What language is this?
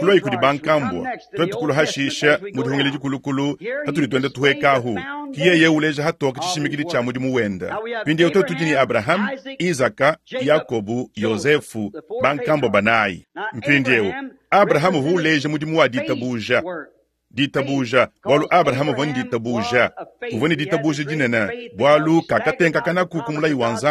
Luba-Lulua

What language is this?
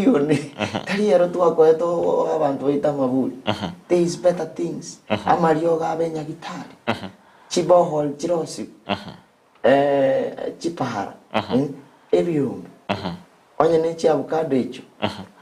Gusii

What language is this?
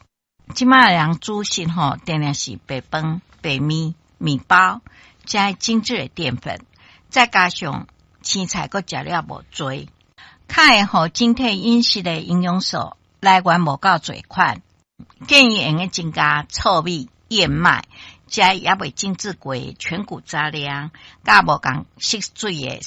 Min Nan Chinese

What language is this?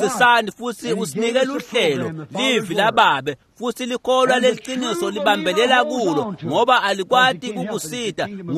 Swati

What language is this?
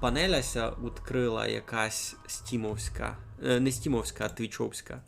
Rusyn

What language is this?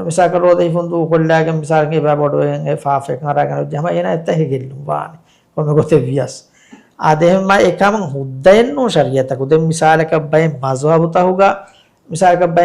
Divehi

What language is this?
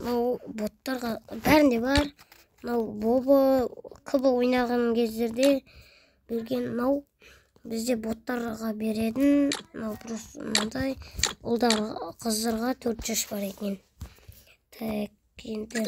Kazakh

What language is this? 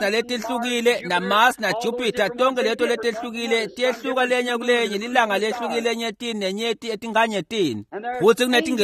Swati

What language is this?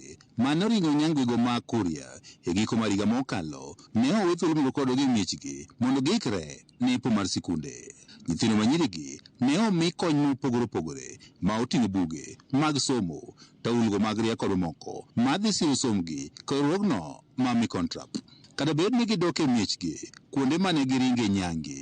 Luo (Kenya and Tanzania)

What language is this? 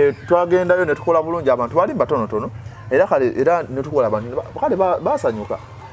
Ganda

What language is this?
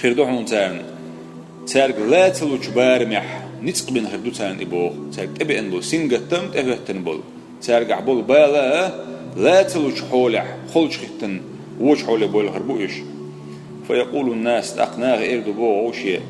Chechen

